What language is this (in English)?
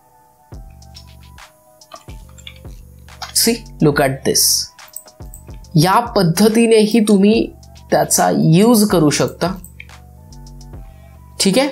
Marathi